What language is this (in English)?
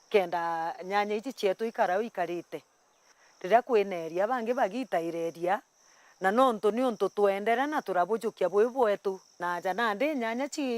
Meru